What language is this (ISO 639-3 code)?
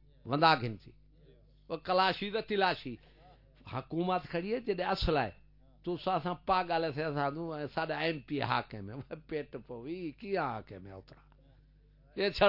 skr